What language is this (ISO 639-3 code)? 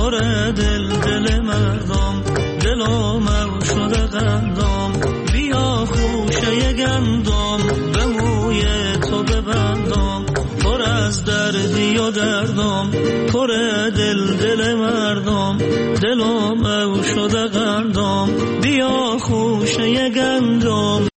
fas